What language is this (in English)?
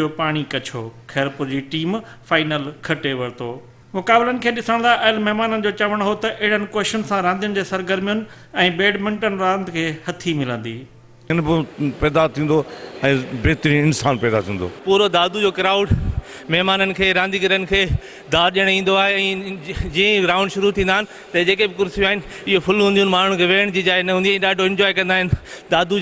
Sindhi